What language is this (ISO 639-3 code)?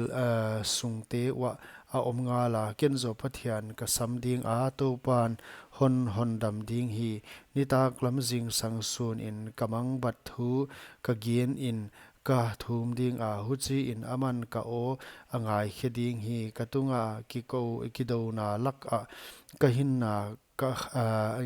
pck